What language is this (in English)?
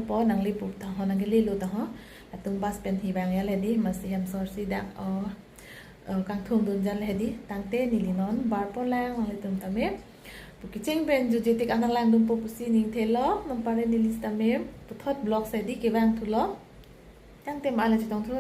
Karbi